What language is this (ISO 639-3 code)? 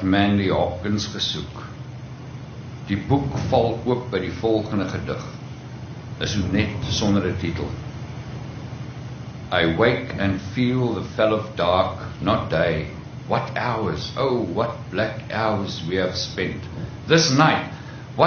afr